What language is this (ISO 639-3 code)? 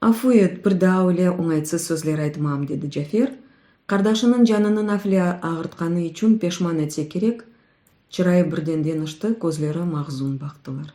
crh